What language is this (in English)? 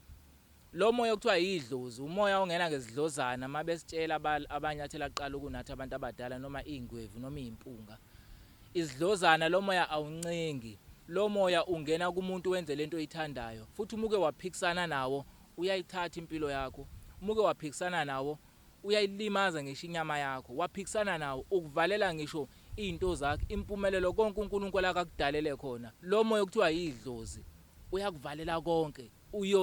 Zulu